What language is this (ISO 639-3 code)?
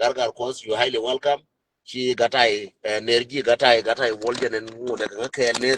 nus